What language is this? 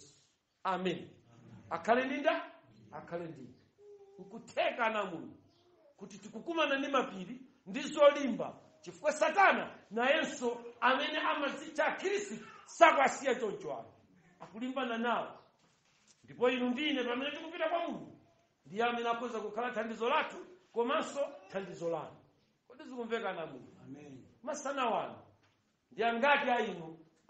Nyanja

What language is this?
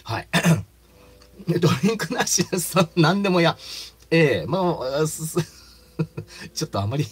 Japanese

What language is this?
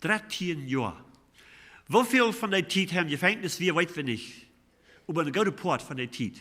Plautdietsch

